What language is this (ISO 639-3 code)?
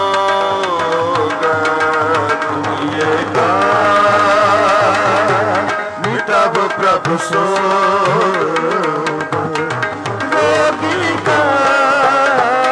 pan